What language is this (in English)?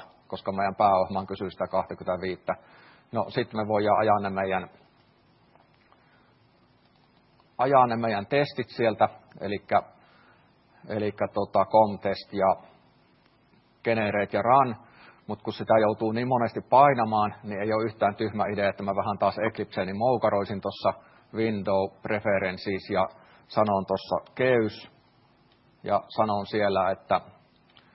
Finnish